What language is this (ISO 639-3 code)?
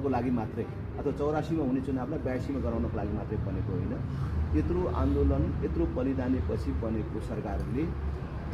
nep